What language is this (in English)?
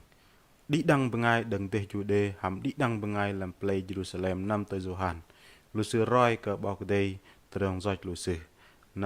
Bahnar